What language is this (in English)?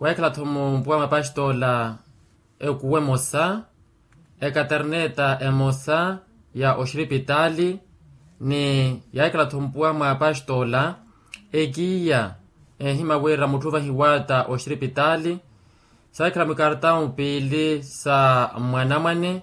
Makhuwa